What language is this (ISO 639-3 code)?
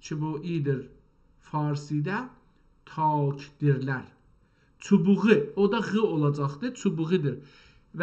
azb